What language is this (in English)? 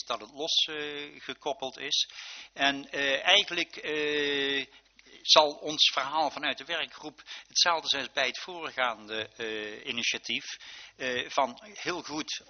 Dutch